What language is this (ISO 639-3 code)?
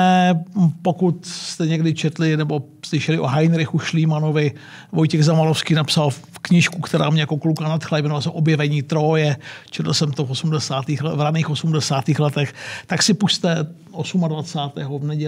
ces